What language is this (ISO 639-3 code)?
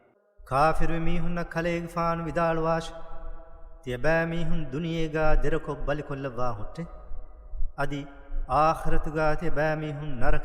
div